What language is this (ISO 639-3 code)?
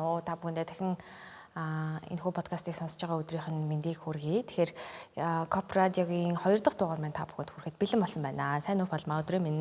mon